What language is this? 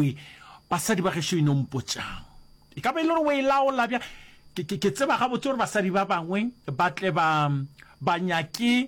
Northern Sotho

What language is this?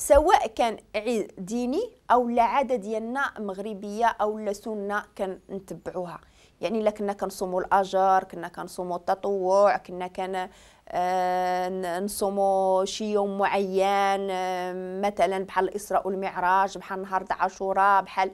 Moroccan Arabic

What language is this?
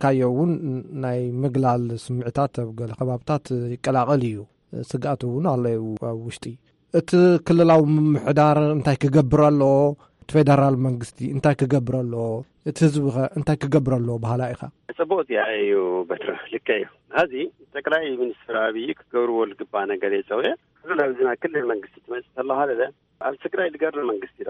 Tigrinya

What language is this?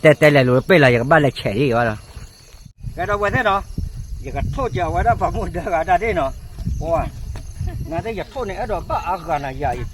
S'gaw Karen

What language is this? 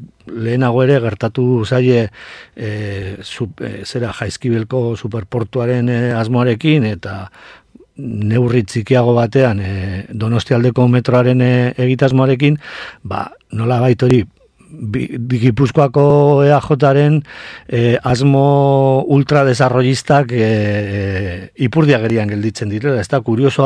Basque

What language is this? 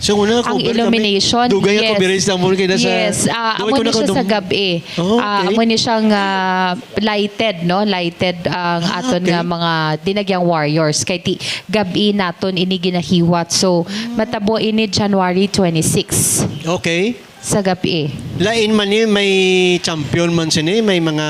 Hiligaynon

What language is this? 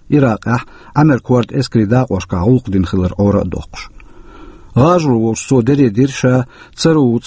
Chechen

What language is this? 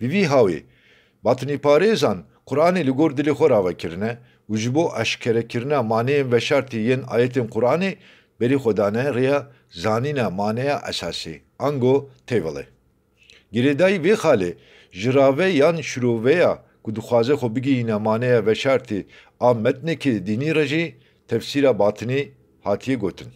Kurdish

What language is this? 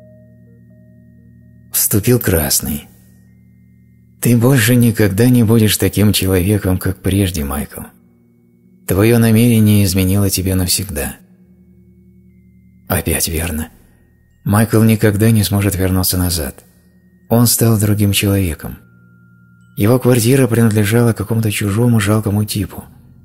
Russian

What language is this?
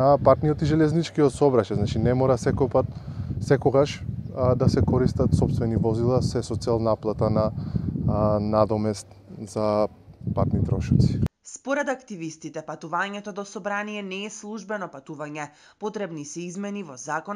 Macedonian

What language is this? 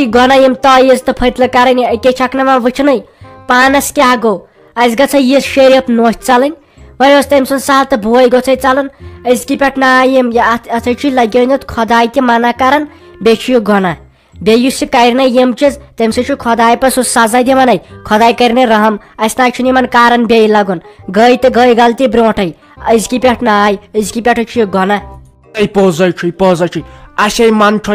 Kashmiri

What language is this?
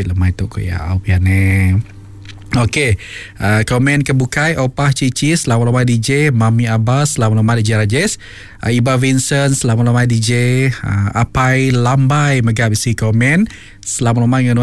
Iban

